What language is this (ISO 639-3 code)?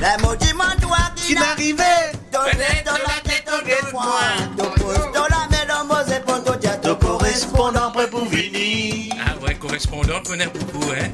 mfe